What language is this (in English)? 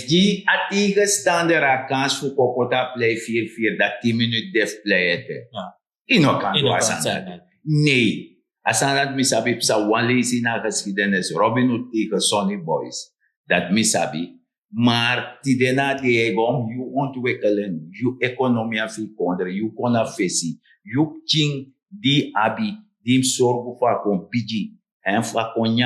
Sranan Tongo